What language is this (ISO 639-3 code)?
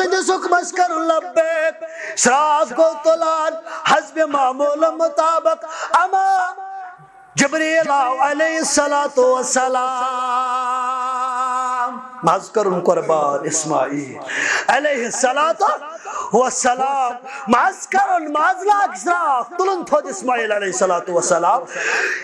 kas